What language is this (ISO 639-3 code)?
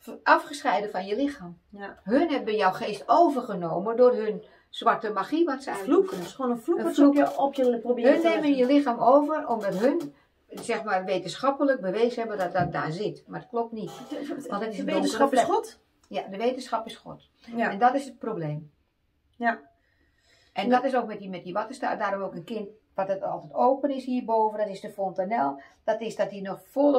nld